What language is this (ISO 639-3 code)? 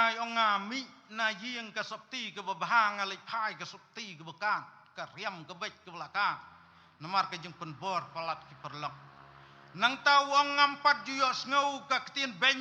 kha